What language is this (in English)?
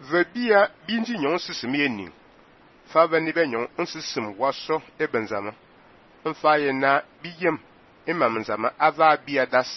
Fang